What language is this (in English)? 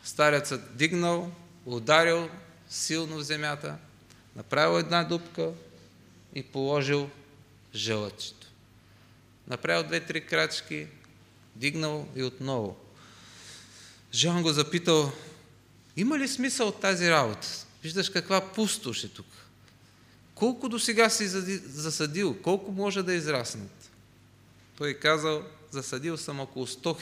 Bulgarian